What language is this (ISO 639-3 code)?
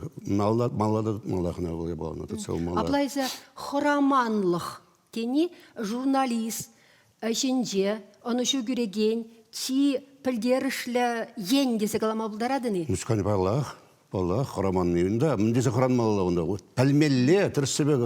chv